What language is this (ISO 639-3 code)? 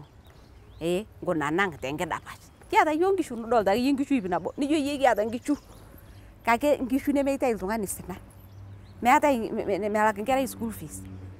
mas